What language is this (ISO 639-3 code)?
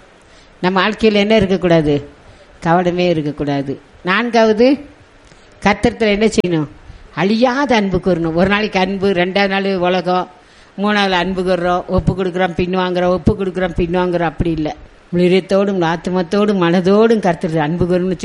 tam